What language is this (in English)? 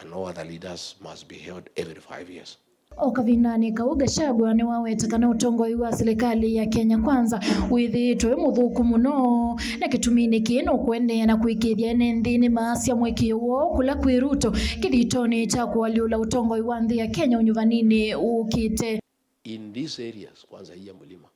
Kamba